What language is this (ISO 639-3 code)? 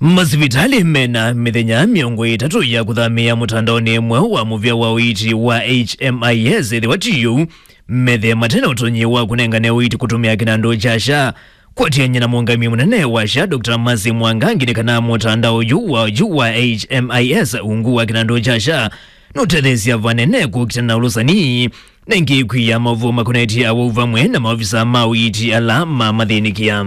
kam